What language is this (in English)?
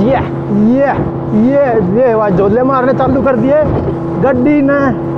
Haryanvi